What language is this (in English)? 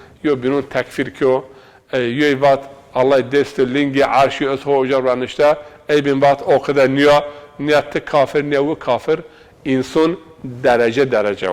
Zaza